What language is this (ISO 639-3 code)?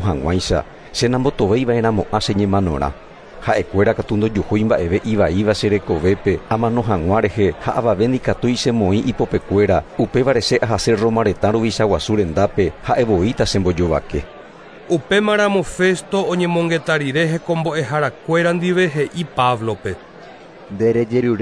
grn